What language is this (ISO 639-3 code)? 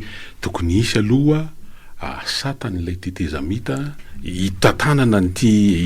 mlg